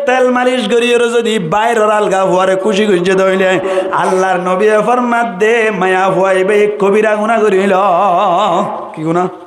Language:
Rohingya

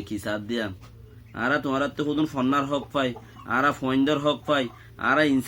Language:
Rohingya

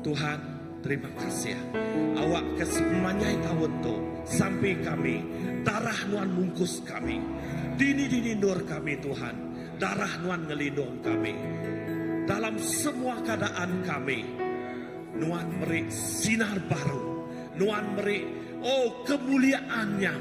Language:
Iban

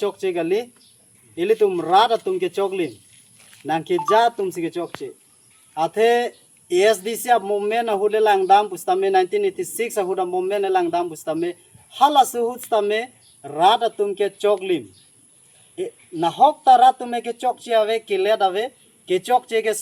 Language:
Karbi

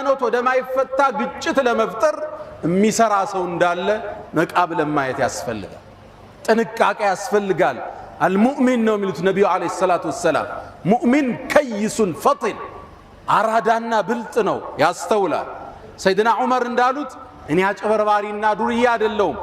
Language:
Amharic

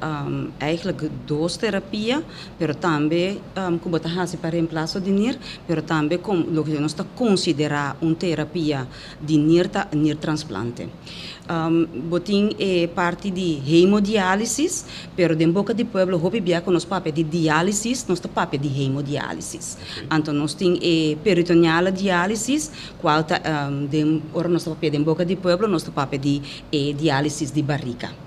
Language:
Papiamento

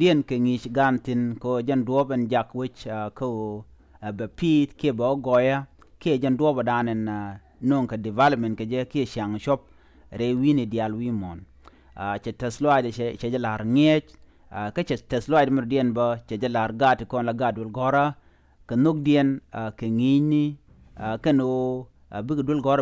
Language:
Nuer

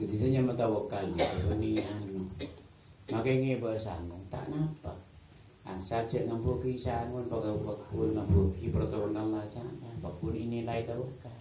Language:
Madurese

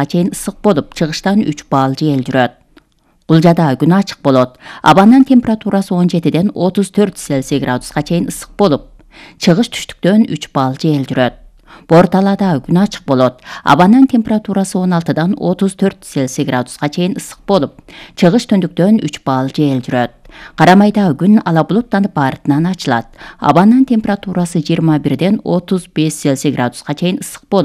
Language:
Kyrgyz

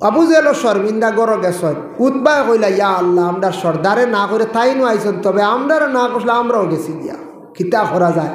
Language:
Sylheti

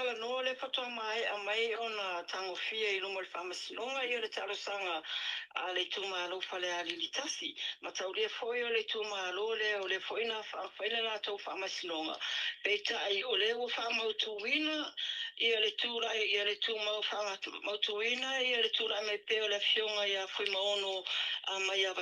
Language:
Samoan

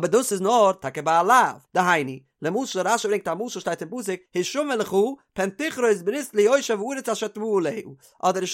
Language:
Yiddish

